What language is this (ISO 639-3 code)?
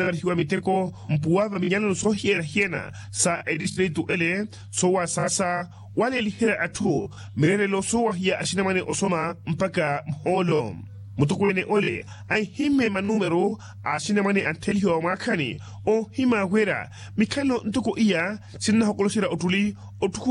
vmw